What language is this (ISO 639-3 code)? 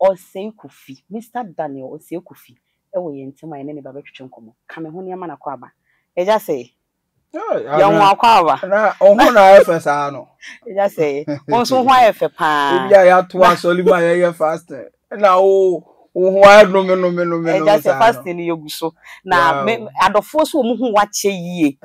aka